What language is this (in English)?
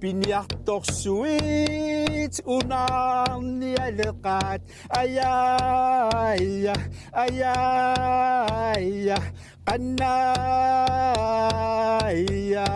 Kalaallisut